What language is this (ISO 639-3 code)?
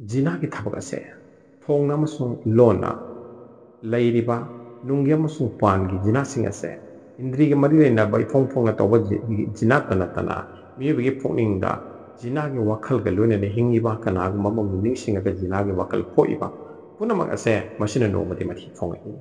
mni